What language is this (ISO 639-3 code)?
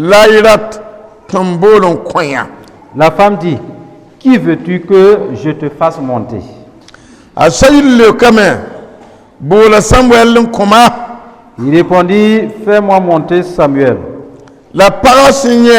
mos